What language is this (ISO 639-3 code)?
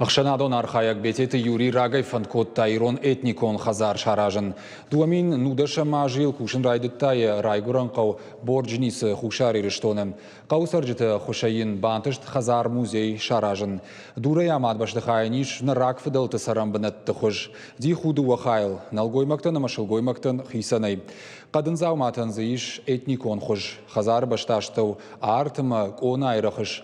oss